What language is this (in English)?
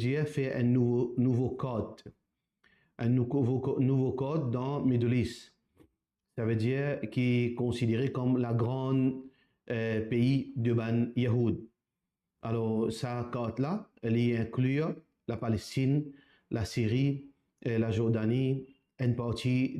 Morisyen